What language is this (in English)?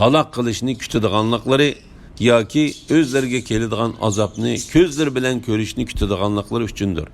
Uyghur